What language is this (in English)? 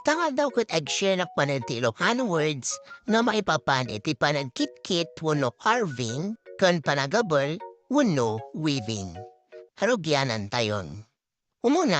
Iloko